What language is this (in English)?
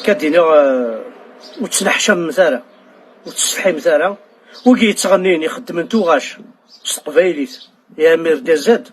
Kabyle